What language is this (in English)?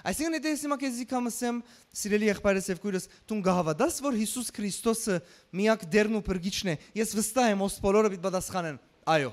Western Armenian